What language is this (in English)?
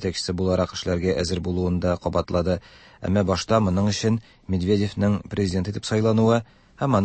Tatar